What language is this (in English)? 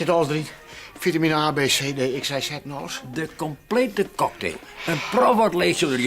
Western Frisian